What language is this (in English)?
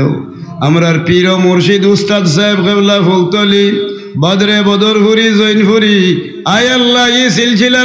Sylheti